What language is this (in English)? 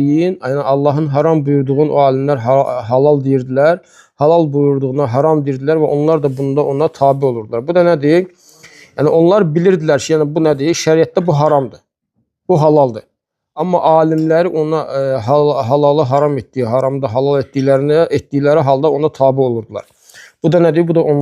Azerbaijani